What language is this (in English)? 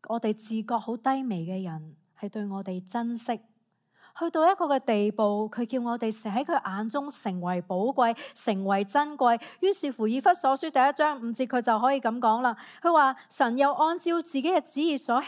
Cantonese